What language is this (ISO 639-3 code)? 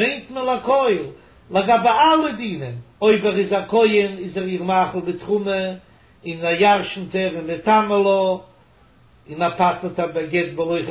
yid